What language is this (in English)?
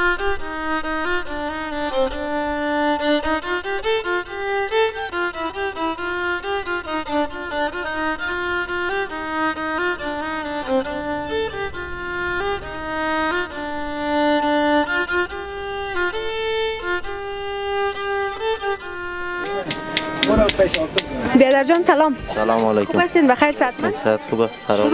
Persian